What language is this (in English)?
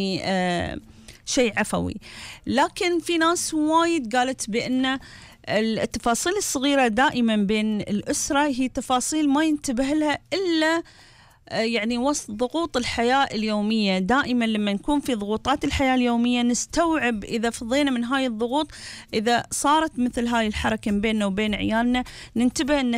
Gulf Arabic